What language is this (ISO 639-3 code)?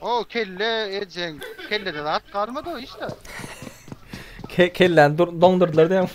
tuk